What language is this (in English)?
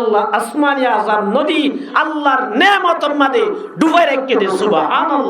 Rohingya